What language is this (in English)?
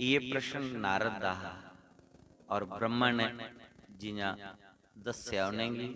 Dogri